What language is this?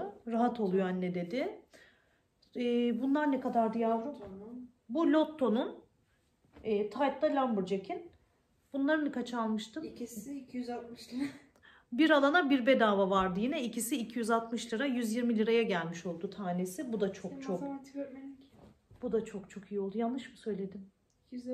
Turkish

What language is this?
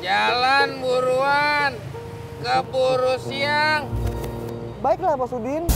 Betawi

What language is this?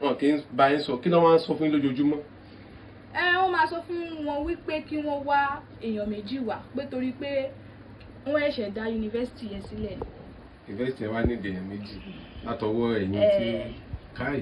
Yoruba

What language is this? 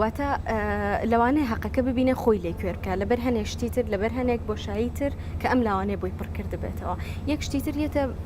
Central Kurdish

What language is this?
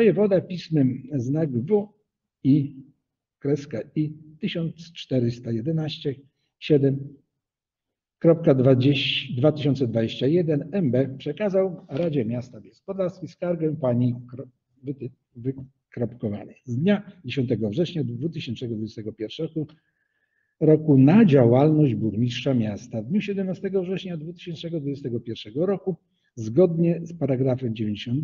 Polish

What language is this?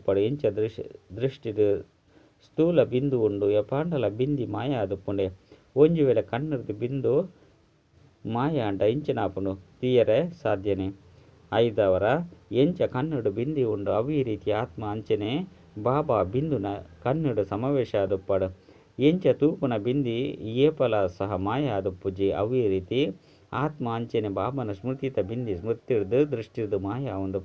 Tulu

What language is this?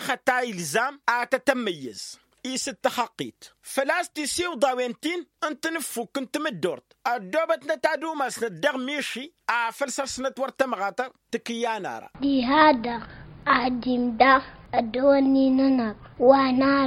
Tamasheq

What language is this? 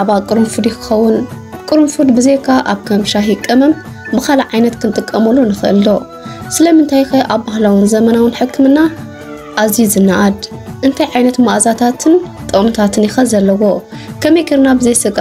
Tigrinya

